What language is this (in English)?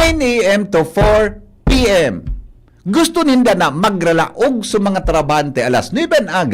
Bikol